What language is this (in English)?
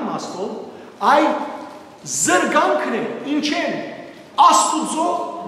Western Armenian